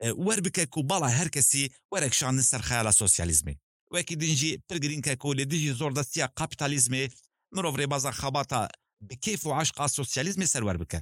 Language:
Kurdish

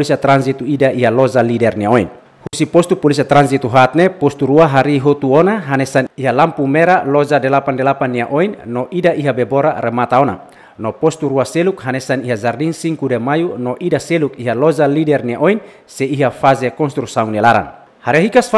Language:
Tetum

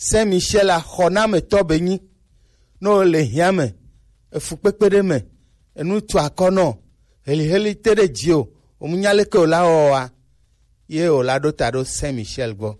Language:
Gen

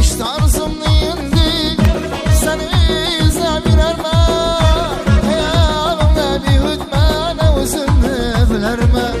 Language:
Kara-Kalpak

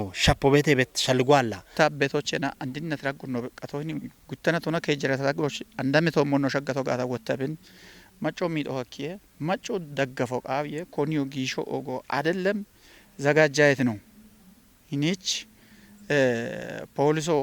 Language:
Kafa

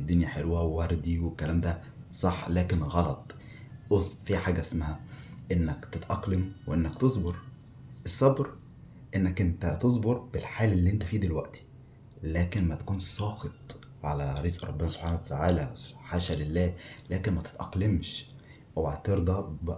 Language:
Egyptian Arabic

